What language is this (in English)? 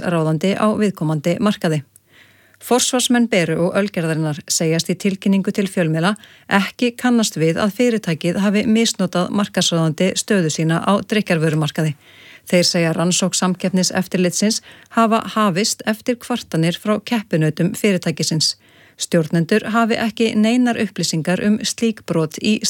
Icelandic